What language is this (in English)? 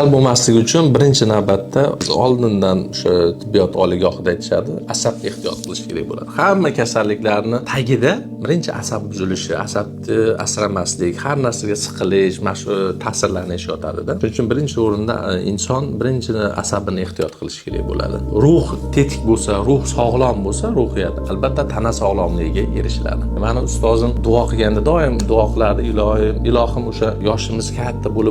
Uzbek